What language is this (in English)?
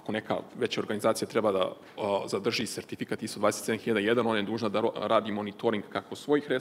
Serbian